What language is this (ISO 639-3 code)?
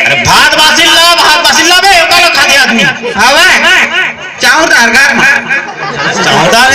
hne